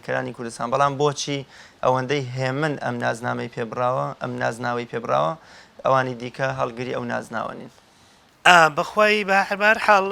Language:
Central Kurdish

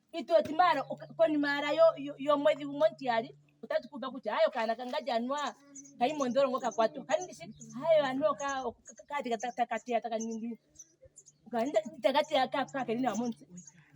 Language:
Ndonga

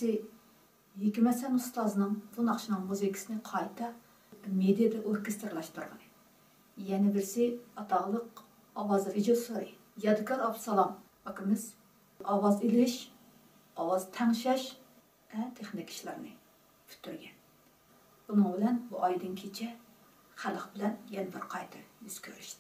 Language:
Uyghur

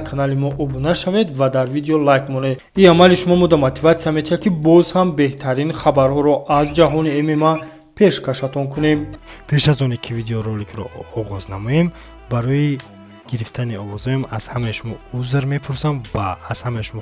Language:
Tajik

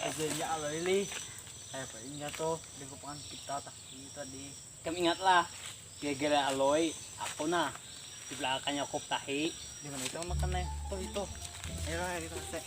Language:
Banjar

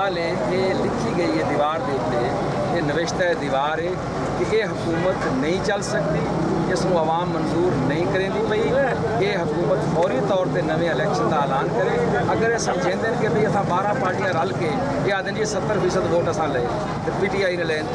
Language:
Saraiki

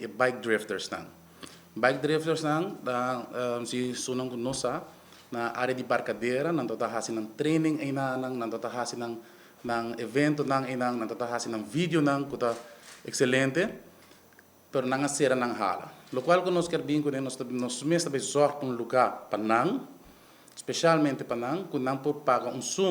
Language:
Papiamento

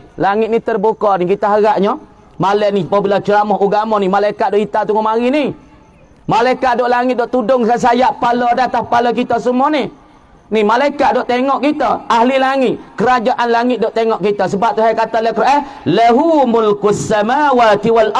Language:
Malay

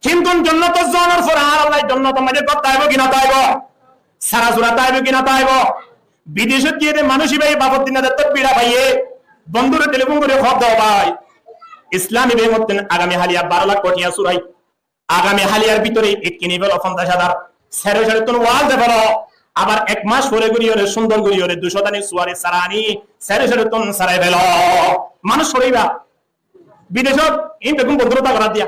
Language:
Rohingya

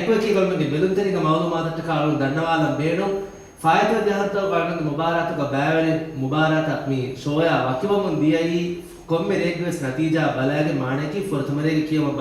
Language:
Divehi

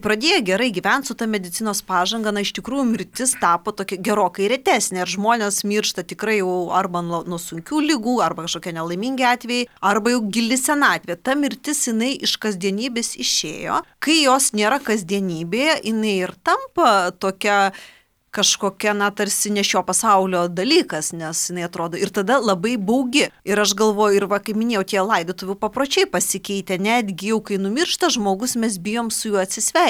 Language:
Lithuanian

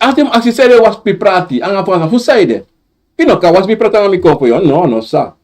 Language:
Sranan Tongo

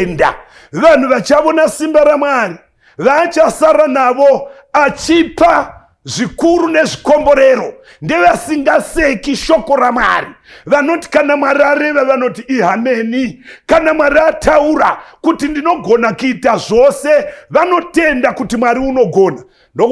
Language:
Shona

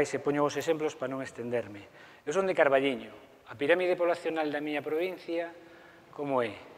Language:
Galician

